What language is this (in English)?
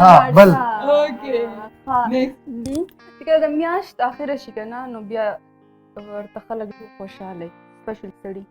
Pashto